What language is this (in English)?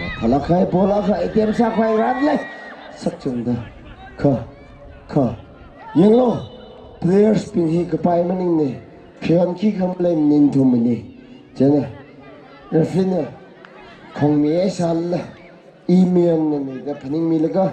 Tangkhul Naga (India)